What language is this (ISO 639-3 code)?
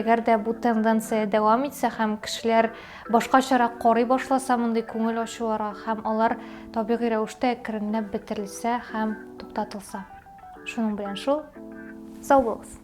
tat